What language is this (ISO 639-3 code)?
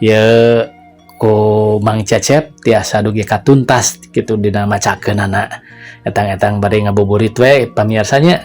sun